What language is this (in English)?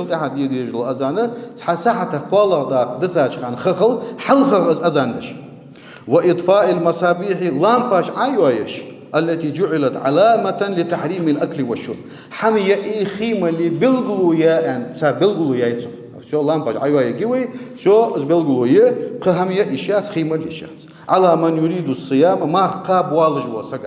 Ingush